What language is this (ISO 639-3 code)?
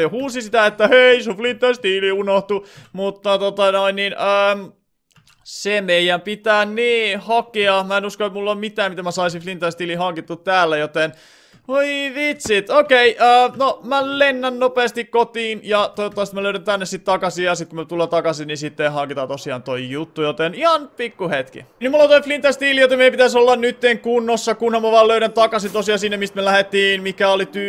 fin